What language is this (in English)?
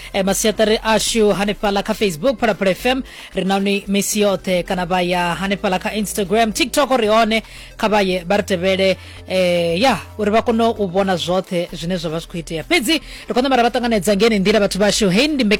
Venda